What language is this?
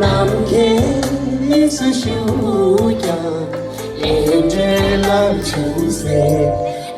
Tibetan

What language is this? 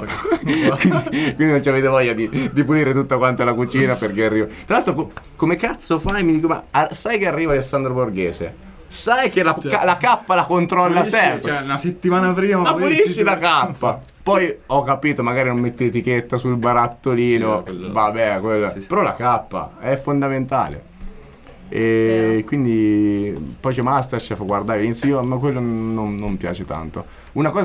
Italian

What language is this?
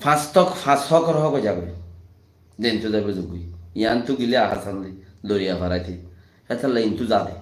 Rohingya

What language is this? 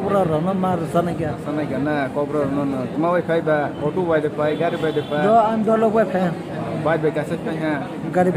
Kok Borok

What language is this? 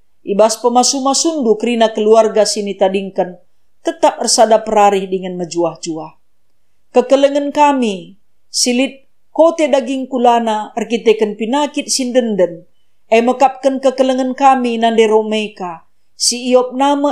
Batak Karo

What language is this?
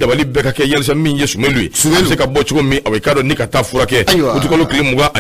Bambara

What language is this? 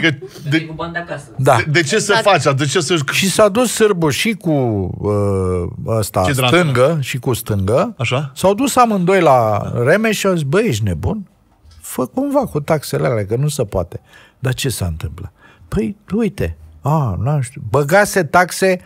Romanian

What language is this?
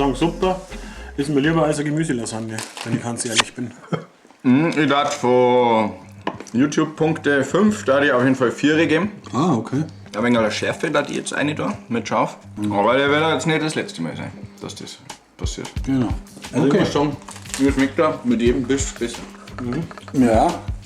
Bavarian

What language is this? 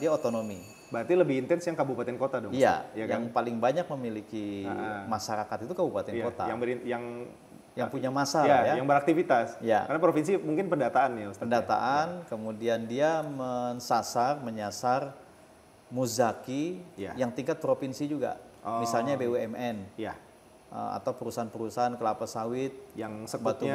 Indonesian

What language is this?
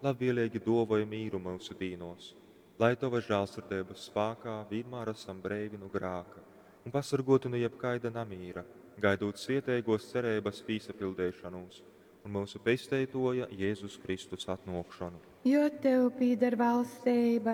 Latgalian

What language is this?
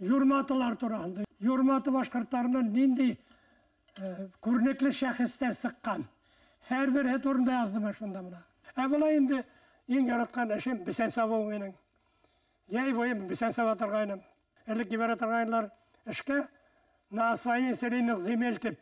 Bashkir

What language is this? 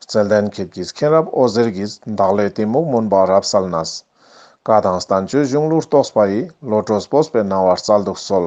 Ladakhi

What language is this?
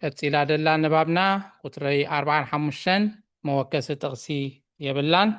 Tigrinya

